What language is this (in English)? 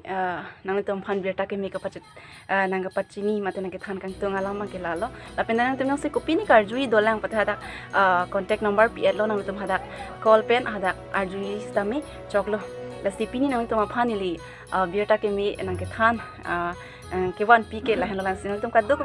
Karbi